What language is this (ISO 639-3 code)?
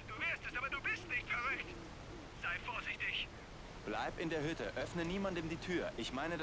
bar